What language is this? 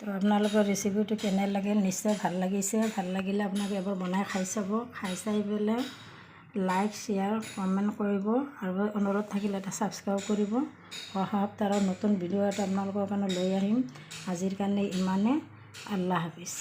Assamese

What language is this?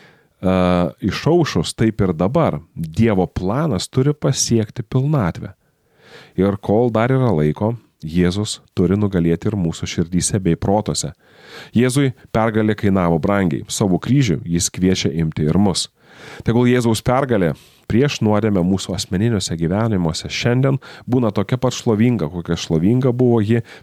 Lithuanian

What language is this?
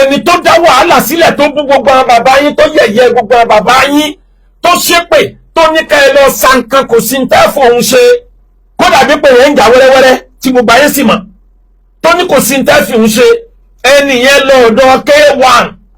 Yoruba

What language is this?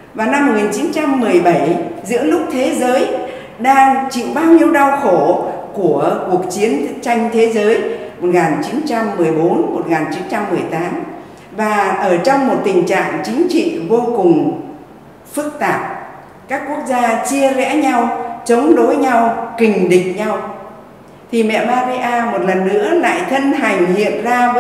Vietnamese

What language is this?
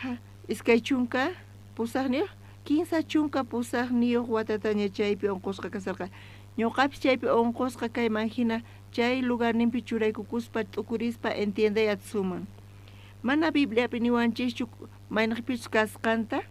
South Bolivian Quechua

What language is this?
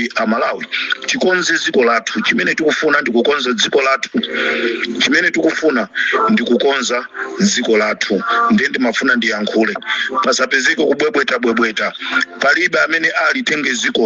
Nyanja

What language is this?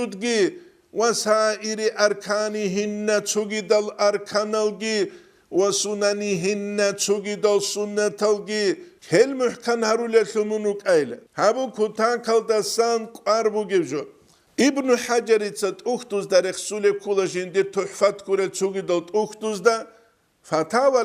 Avaric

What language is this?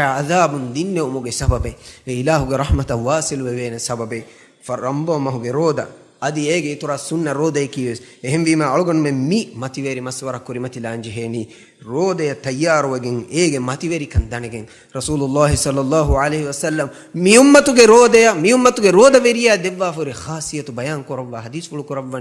Divehi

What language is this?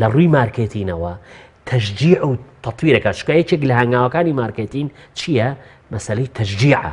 Central Kurdish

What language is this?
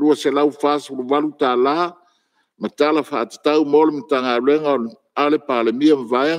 Samoan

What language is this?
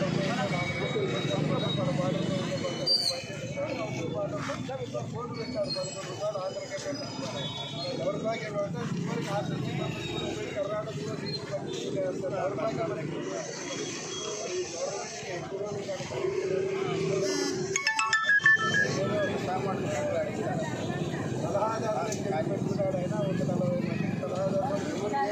Telugu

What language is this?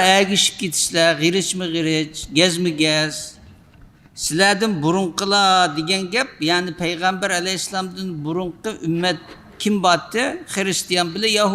Uyghur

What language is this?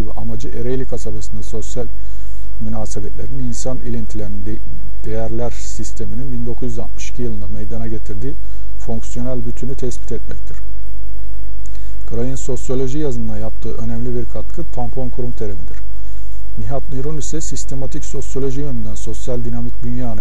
Turkish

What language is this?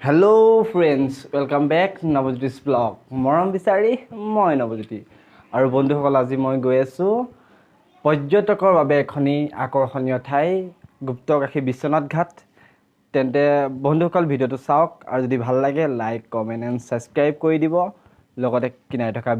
Assamese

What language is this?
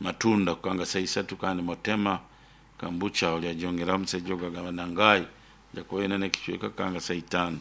Nyoro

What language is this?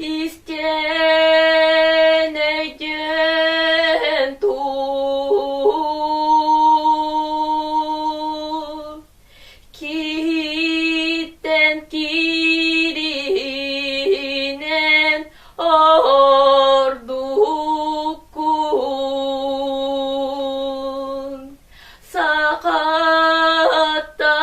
Yakut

